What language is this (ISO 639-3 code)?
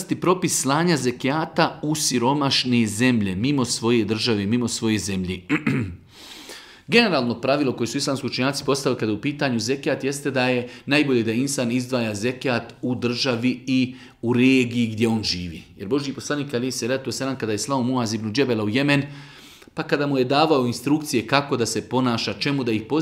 bos